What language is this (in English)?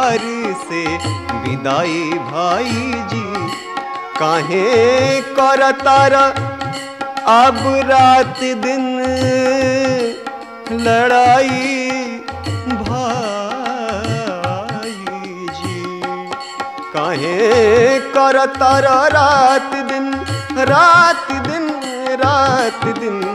Bhojpuri